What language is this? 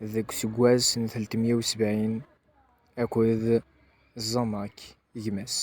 Kabyle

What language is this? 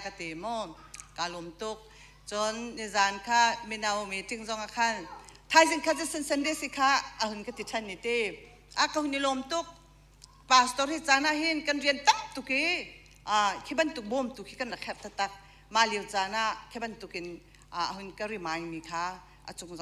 Hakha Chin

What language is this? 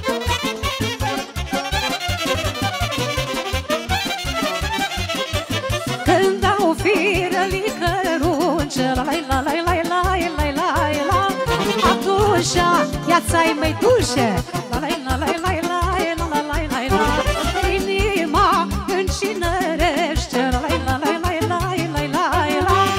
Romanian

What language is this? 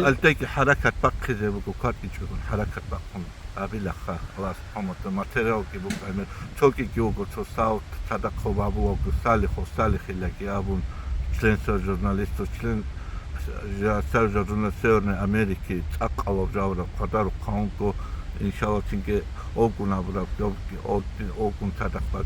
Avaric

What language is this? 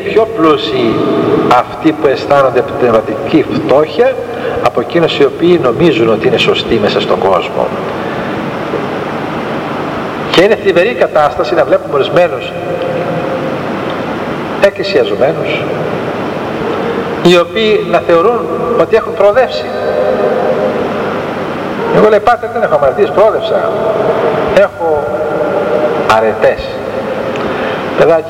Greek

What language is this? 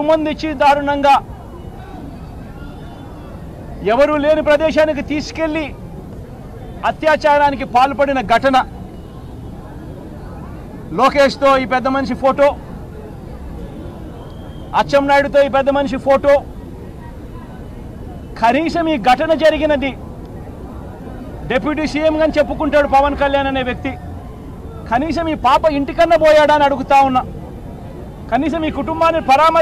Telugu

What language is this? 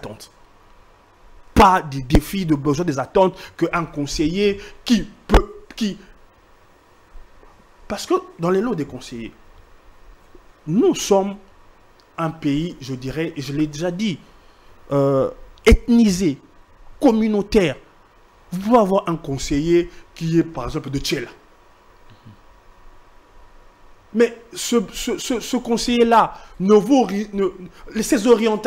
French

